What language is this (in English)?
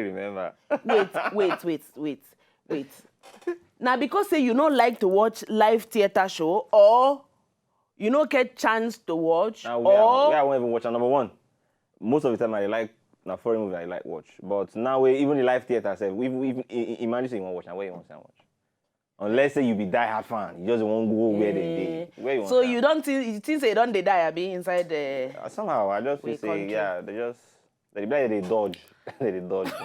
Nigerian Pidgin